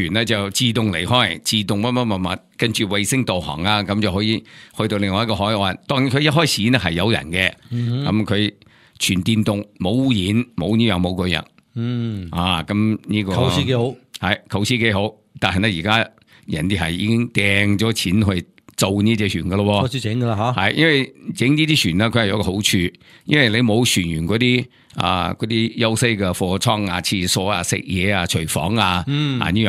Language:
Cantonese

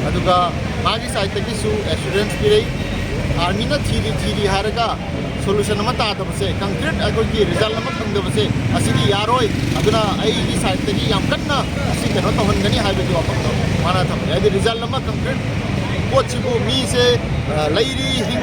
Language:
Manipuri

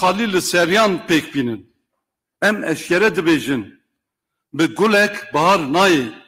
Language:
Kurdish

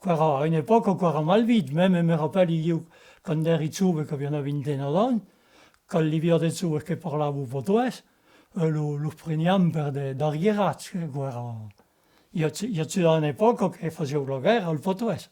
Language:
Occitan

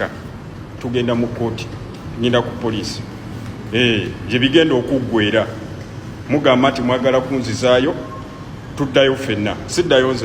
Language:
Ganda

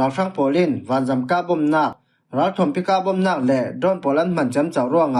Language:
Falam Chin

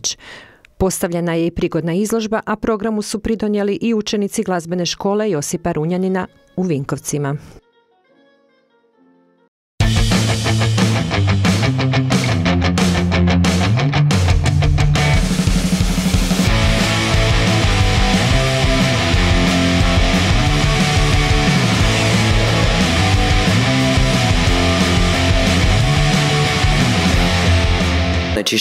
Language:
Croatian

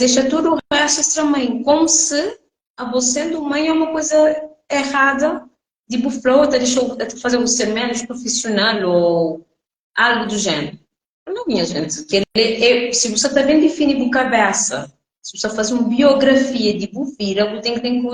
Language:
Kabuverdianu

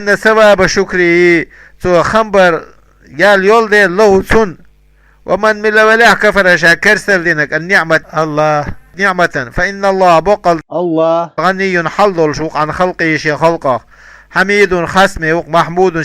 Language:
Chechen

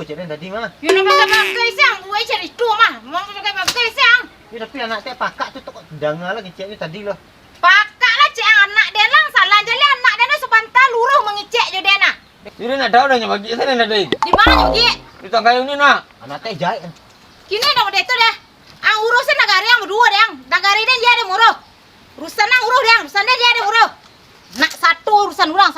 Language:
Minangkabau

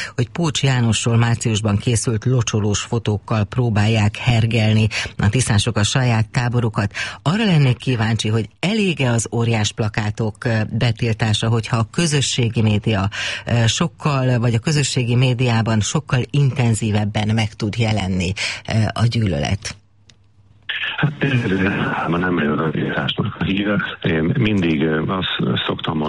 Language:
Hungarian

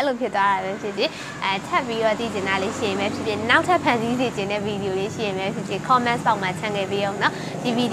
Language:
Burmese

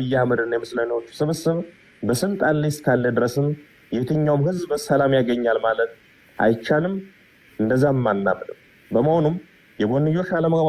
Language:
Amharic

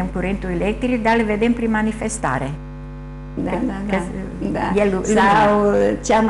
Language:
Romanian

